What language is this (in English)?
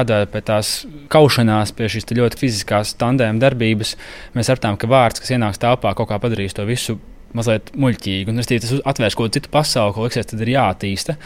Latvian